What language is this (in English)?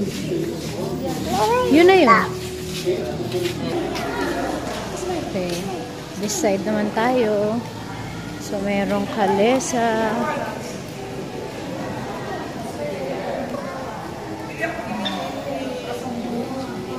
Filipino